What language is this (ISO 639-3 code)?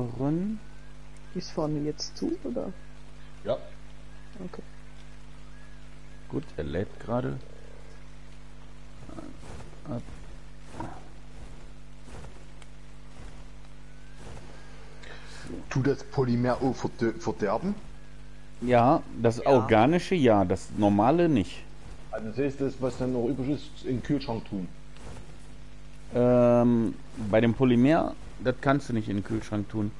deu